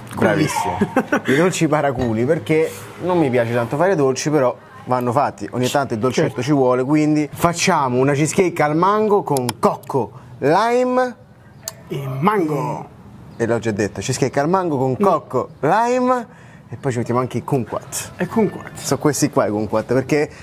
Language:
Italian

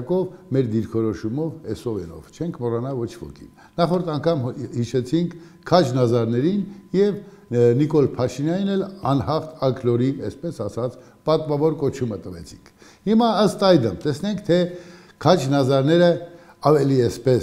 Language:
Armenian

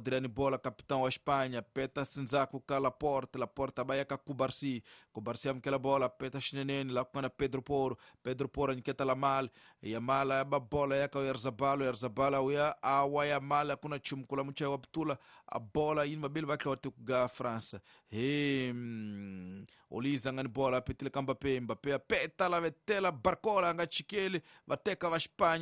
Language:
Tsonga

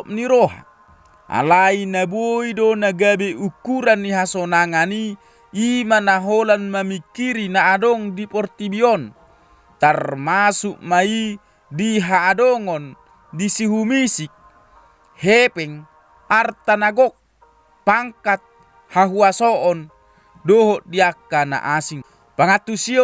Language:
Batak Toba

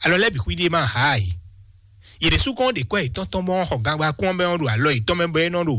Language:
Fon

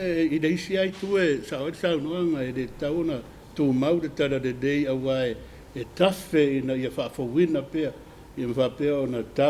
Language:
Samoan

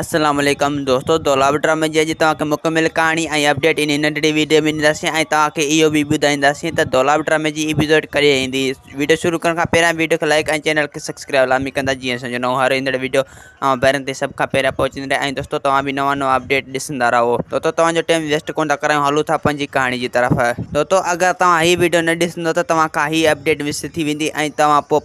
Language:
Sindhi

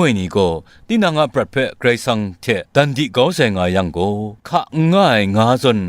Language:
Kachin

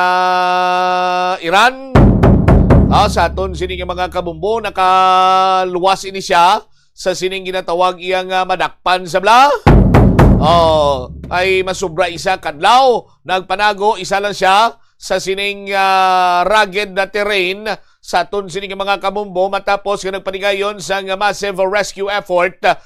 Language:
Hiligaynon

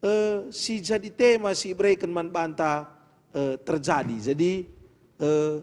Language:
Batak Karo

